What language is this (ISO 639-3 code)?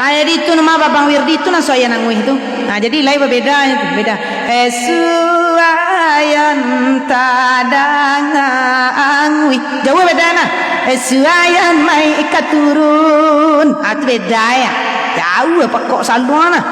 min